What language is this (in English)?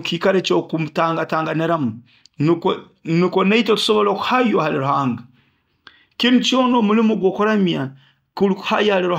Nyoro